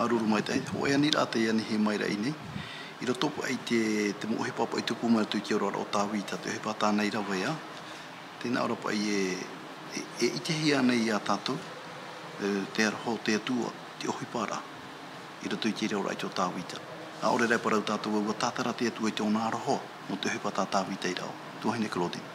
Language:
Tahitian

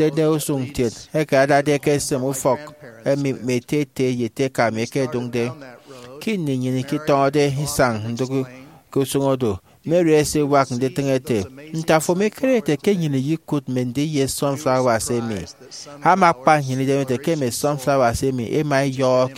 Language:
Efik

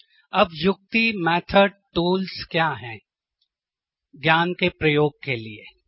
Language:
Hindi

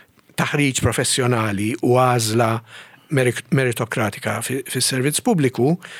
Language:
Maltese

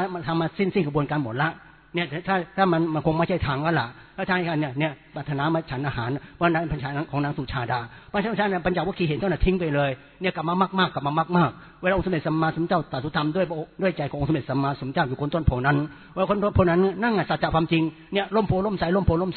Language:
Thai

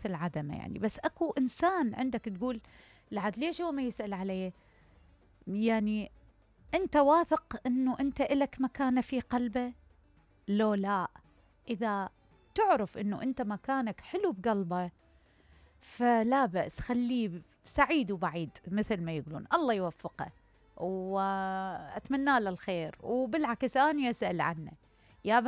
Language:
Mesopotamian Arabic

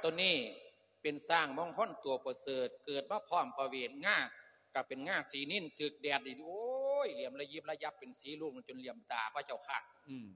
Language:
Lao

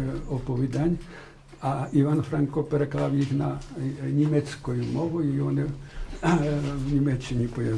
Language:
Ukrainian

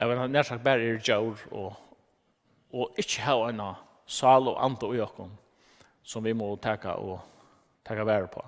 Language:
Faroese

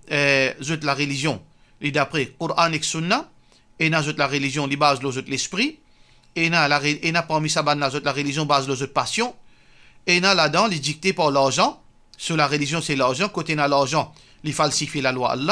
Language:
Morisyen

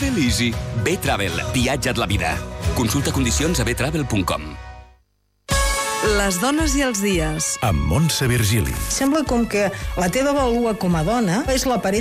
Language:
Catalan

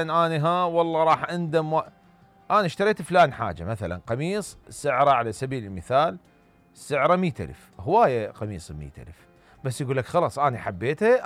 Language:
Mesopotamian Arabic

